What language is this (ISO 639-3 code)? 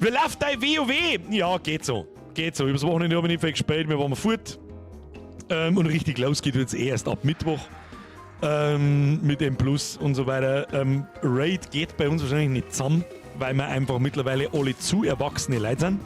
bar